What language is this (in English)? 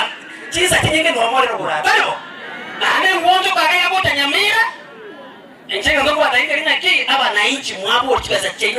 Gusii